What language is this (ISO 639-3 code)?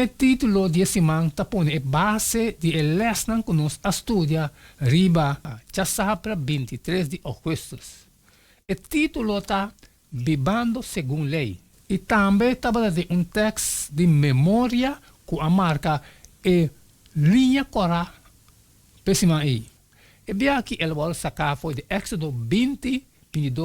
pap